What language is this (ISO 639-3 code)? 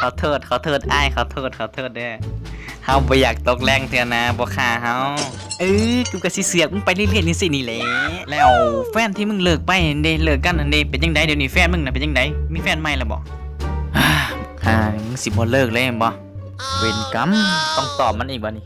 tts